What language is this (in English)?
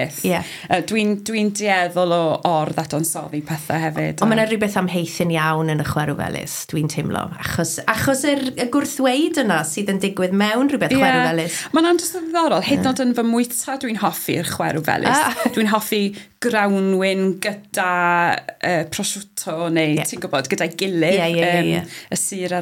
Welsh